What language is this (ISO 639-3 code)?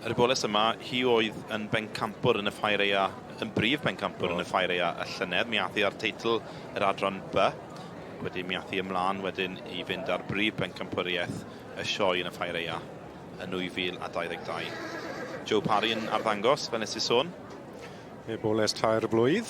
cym